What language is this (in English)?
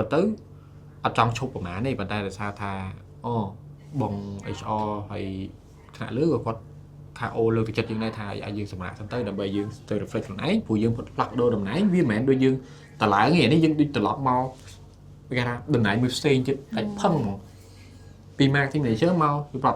Khmer